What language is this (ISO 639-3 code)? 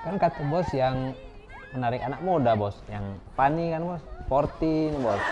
mui